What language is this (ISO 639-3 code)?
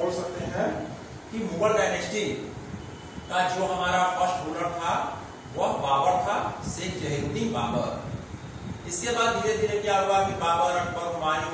hin